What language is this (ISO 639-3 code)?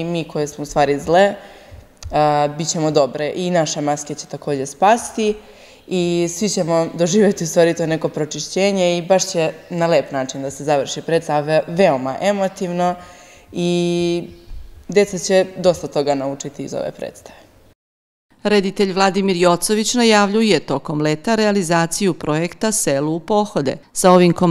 srp